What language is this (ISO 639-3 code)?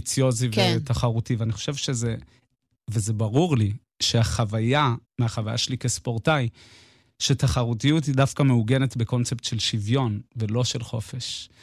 heb